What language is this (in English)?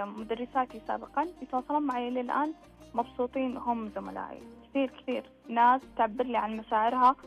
Najdi Arabic